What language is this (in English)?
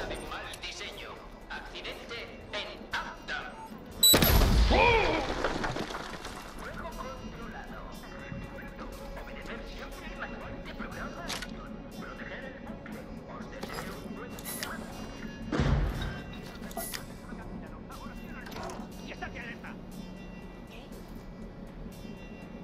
Spanish